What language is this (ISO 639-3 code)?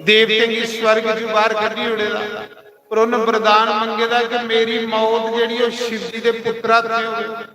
doi